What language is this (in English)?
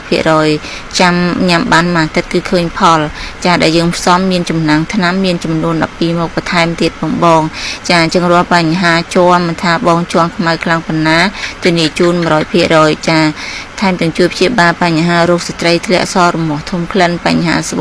Khmer